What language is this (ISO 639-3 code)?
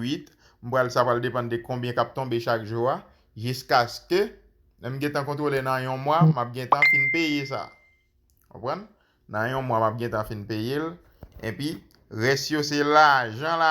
hat